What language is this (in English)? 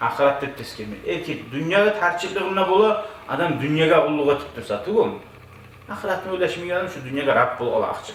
Kumyk